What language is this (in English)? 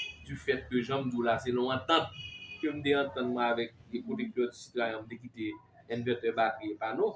Haitian Creole